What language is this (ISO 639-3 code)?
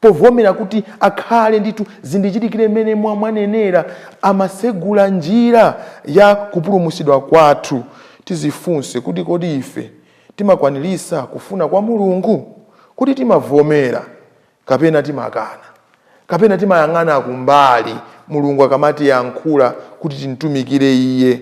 nya